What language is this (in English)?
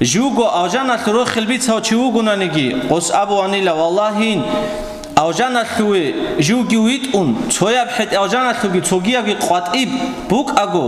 Avaric